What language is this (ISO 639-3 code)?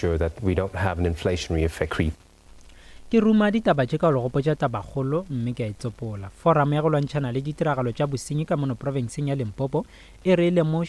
nso